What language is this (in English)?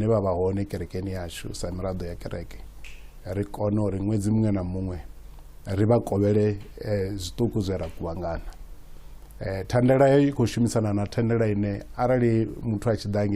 Venda